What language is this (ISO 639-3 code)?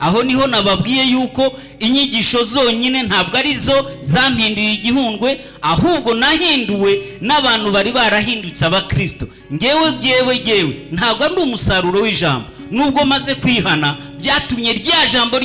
kin